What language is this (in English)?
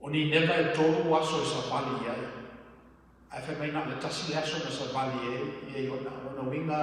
Samoan